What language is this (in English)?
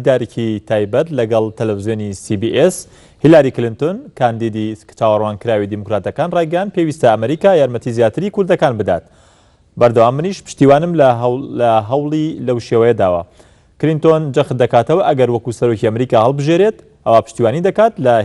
Central Kurdish